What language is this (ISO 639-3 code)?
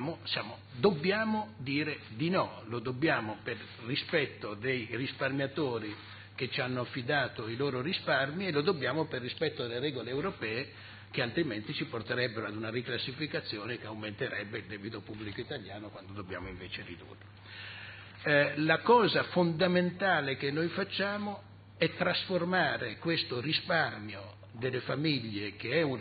ita